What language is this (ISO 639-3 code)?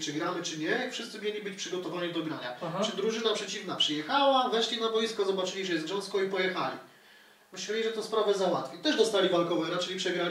pol